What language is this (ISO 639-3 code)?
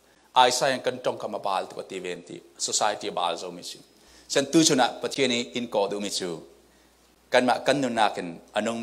cfm